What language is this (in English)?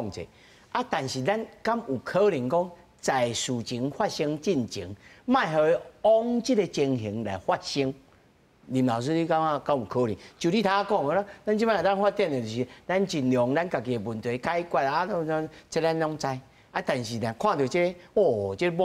Min Nan Chinese